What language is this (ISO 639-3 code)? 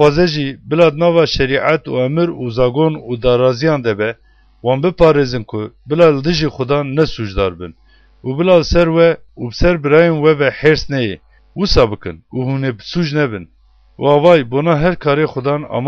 kur